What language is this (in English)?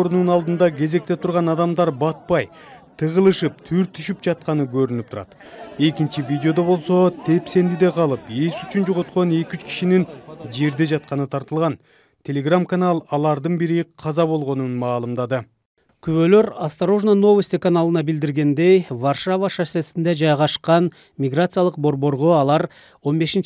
Kyrgyz